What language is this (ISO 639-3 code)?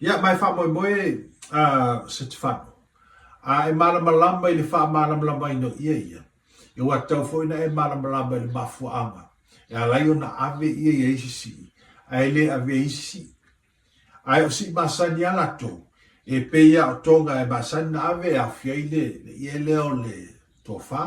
smo